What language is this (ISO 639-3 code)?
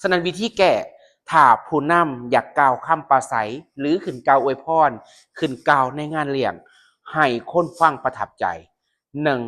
lao